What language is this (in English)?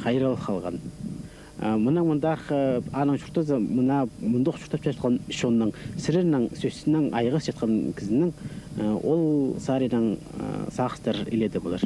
Khakas